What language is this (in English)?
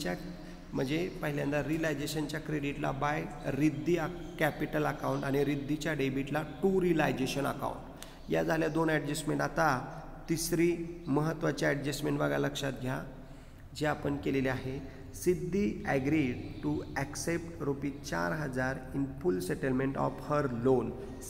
Marathi